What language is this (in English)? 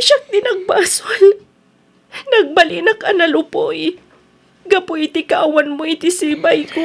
Iloko